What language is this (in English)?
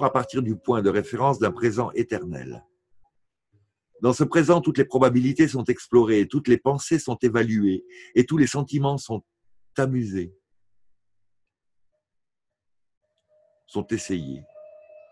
French